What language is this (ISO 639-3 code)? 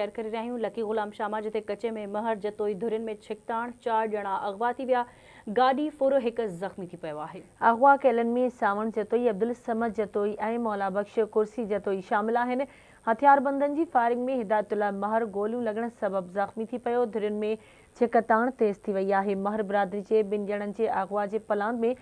snd